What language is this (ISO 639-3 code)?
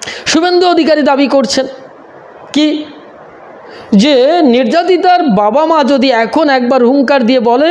ben